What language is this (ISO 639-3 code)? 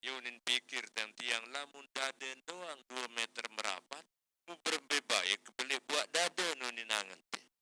sas